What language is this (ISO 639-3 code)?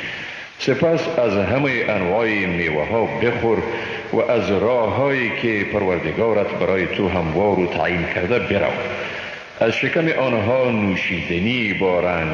fas